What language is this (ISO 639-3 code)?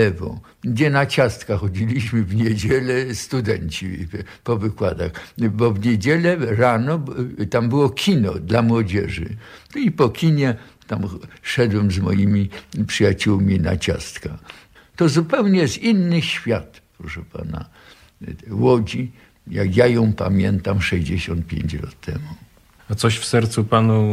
pol